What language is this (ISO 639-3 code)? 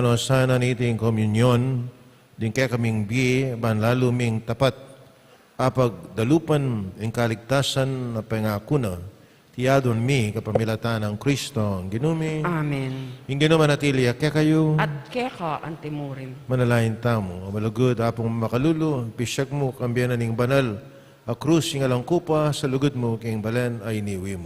pam